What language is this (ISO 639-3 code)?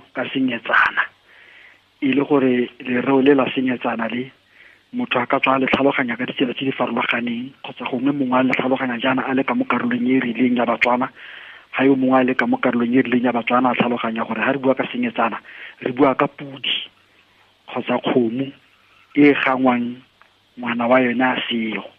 tsn